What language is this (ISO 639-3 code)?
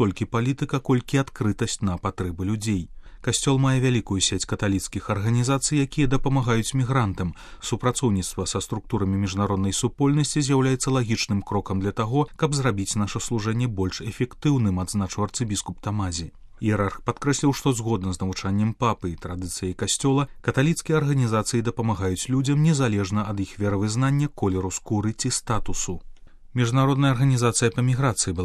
bel